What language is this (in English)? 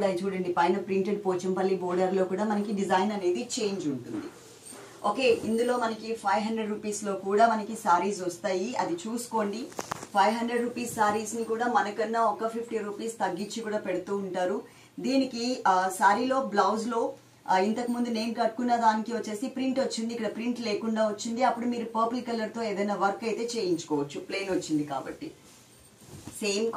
Telugu